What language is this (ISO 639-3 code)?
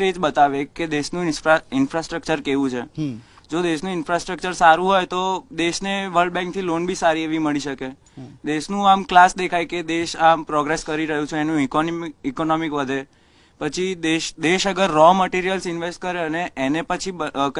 guj